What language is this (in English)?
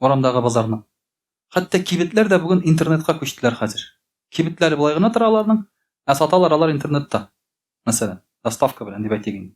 Tatar